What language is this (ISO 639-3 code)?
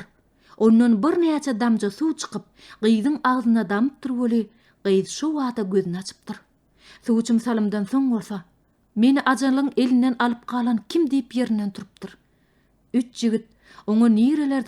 tuk